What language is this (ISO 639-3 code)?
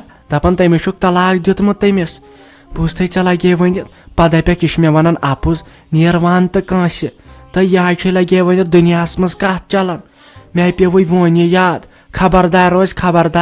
kas